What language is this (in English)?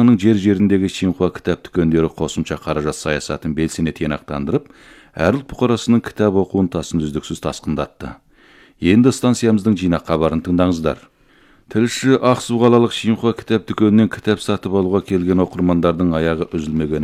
Kazakh